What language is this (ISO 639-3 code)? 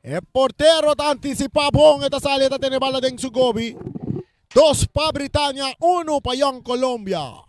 pap